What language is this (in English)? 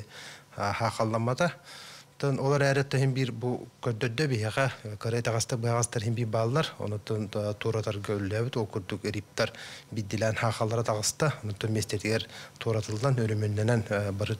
Yakut